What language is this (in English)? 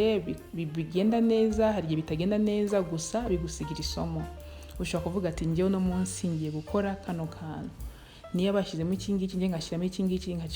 Kinyarwanda